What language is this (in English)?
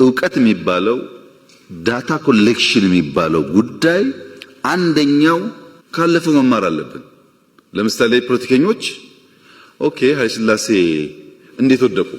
Amharic